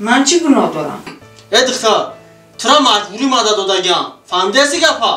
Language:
Tajik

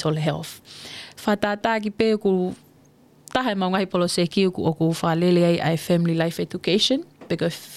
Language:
Tongan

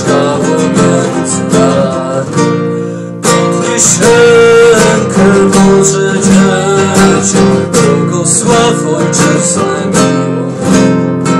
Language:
Polish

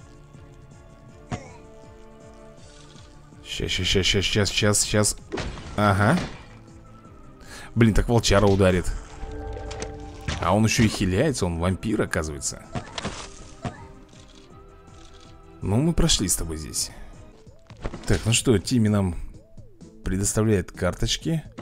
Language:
Russian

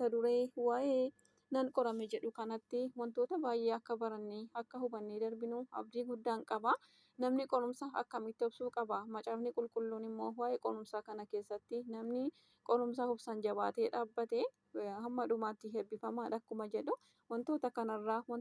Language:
Oromo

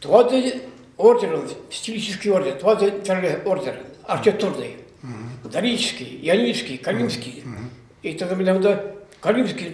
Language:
Chuvash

